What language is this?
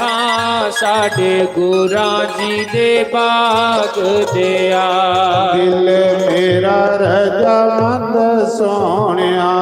Dogri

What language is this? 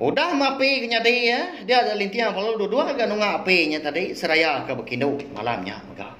Iban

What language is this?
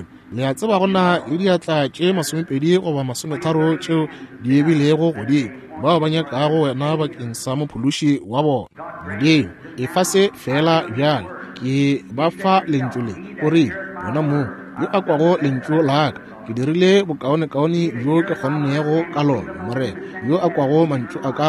Northern Sotho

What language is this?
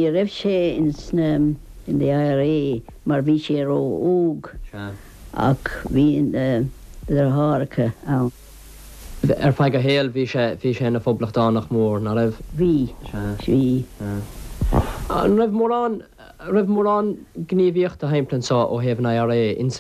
Irish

